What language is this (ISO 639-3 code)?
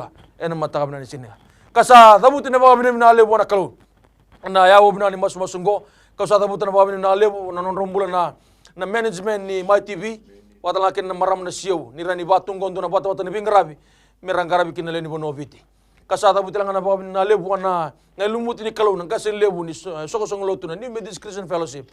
fij